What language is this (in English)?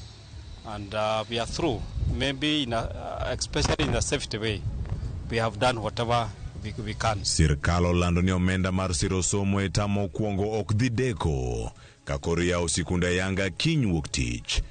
Luo (Kenya and Tanzania)